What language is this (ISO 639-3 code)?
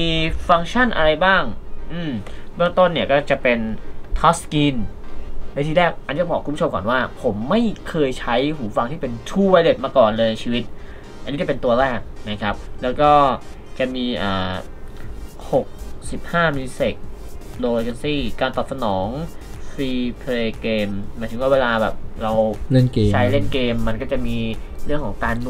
tha